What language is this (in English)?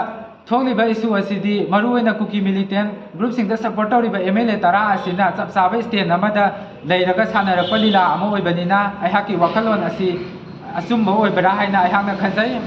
Manipuri